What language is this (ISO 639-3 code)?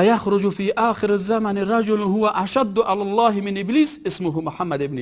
fas